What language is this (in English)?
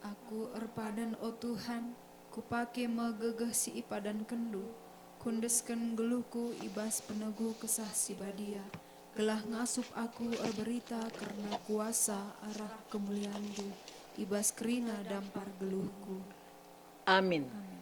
Batak Karo